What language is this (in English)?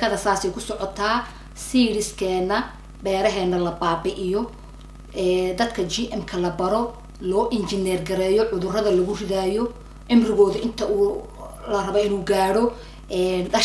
Somali